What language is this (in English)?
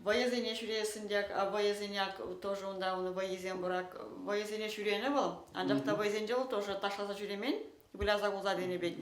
Chuvash